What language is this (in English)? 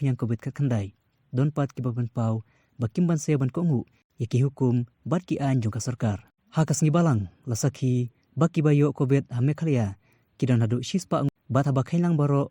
Khasi